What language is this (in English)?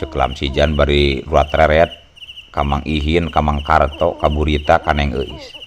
Sundanese